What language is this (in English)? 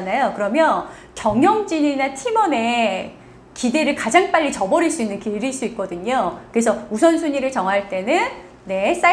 Korean